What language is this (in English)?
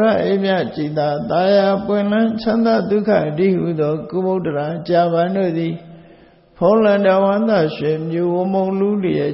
Burmese